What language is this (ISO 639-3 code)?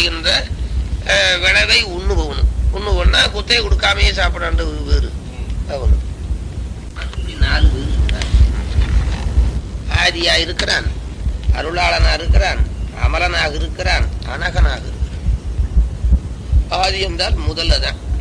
tam